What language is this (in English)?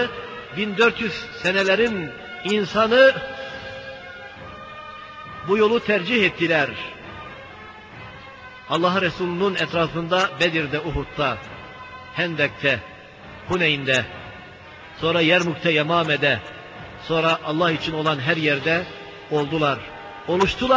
Turkish